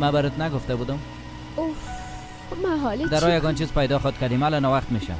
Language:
Persian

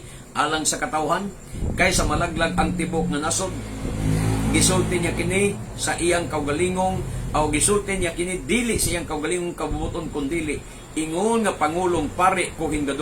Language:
Cebuano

